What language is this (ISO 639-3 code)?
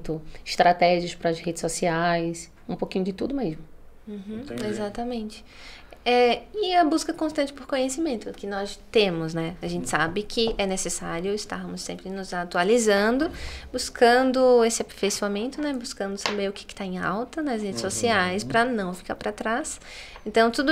por